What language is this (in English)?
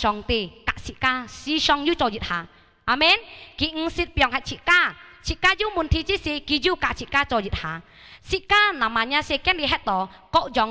Hakka Chinese